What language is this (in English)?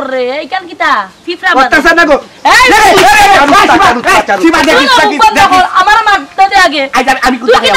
Sylheti